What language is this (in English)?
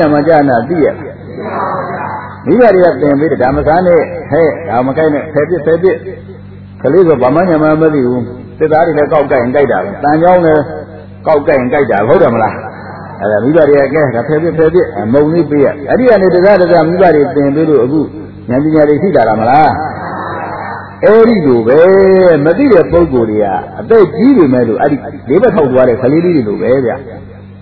Burmese